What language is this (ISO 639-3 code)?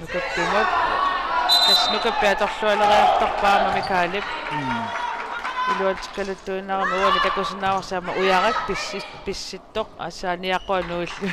kal